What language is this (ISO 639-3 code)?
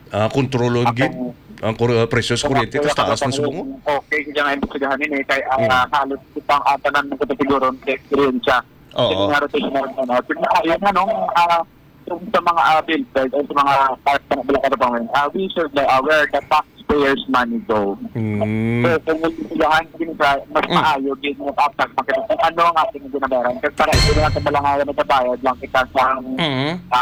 hil